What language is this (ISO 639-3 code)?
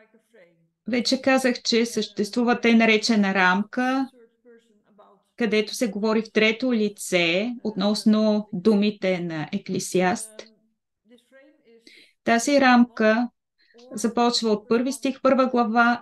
bul